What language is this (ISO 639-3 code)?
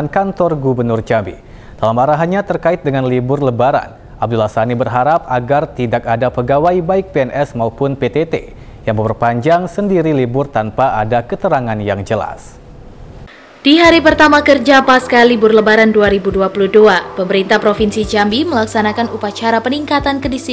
ind